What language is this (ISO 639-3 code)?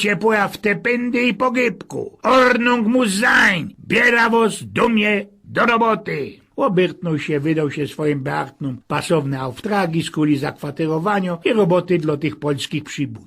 szl